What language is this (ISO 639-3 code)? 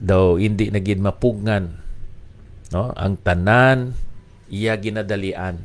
hil